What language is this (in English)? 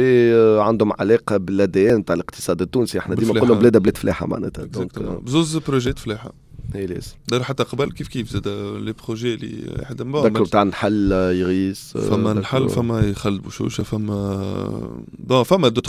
Tunisian Arabic